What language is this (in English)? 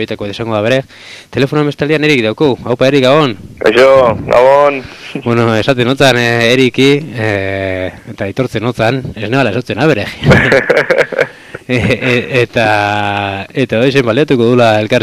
Basque